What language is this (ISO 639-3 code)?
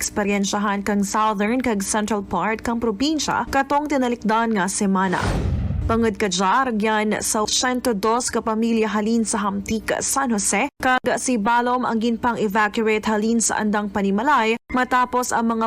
krj